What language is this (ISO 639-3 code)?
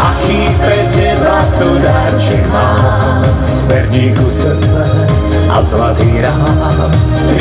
slk